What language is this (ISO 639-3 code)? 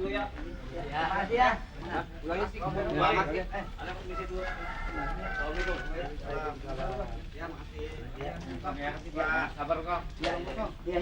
bew